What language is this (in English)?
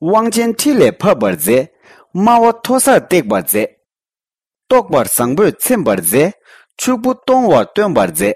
Tibetan